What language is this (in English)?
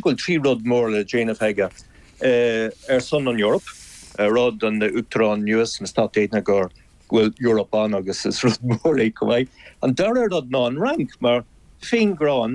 Irish